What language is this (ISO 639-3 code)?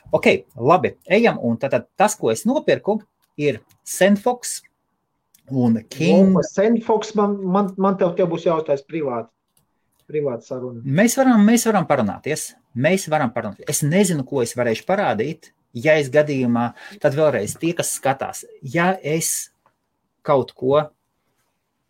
lav